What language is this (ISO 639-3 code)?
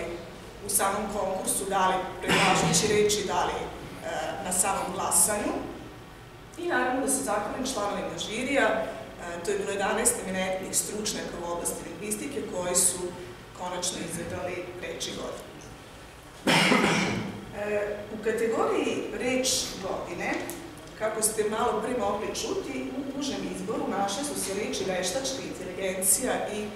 srp